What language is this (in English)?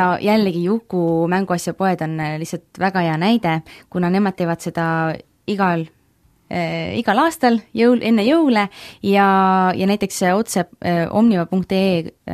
Estonian